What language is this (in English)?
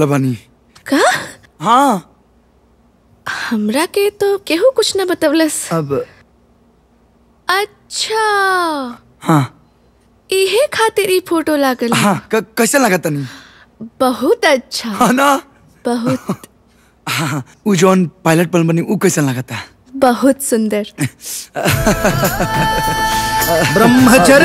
Bhojpuri